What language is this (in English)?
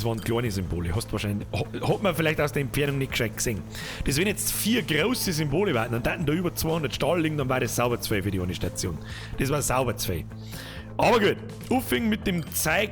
Bavarian